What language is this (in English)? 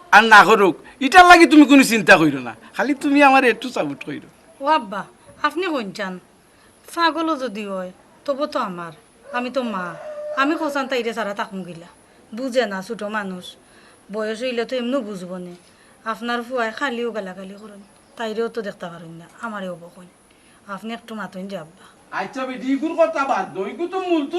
Sylheti